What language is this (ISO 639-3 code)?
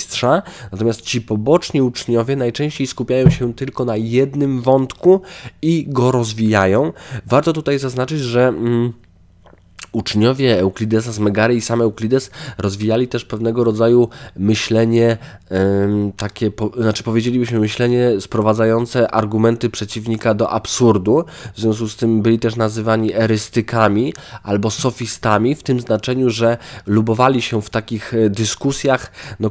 pol